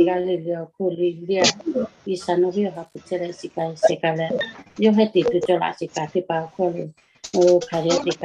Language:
Lahu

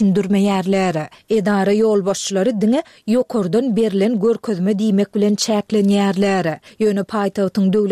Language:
Turkmen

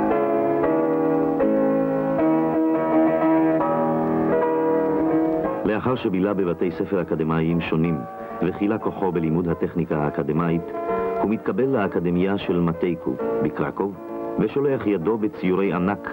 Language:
Hebrew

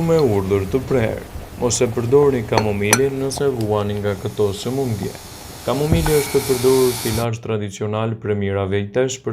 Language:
Albanian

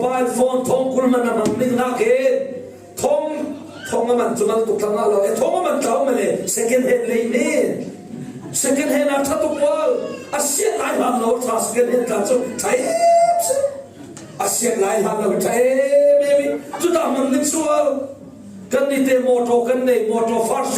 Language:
Falam Chin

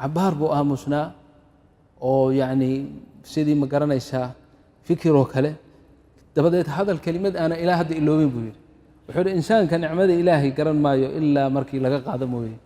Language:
Somali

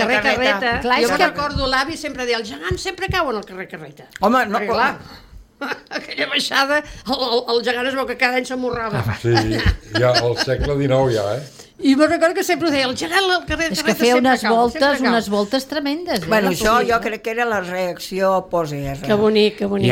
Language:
Catalan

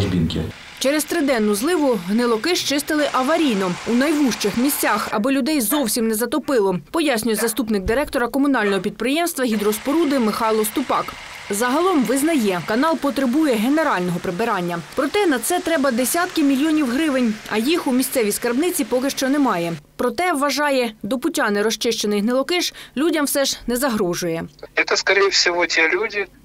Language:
Ukrainian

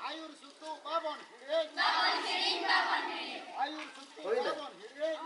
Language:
Santali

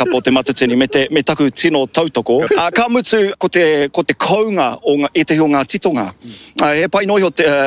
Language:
Māori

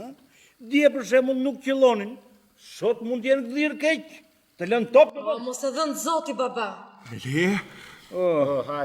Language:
Albanian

